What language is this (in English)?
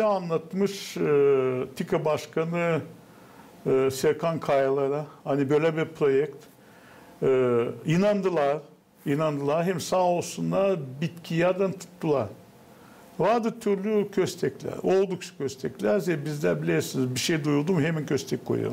Gagauz